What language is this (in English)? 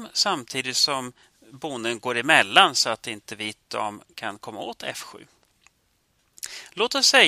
Swedish